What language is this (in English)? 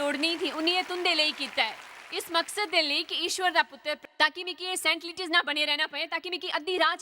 Dogri